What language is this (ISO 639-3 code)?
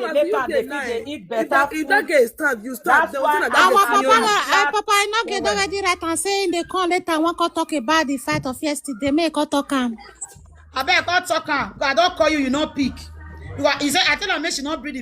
pcm